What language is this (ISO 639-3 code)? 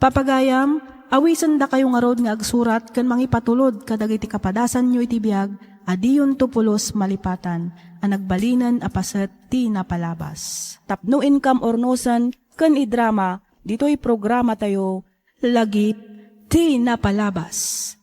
ilo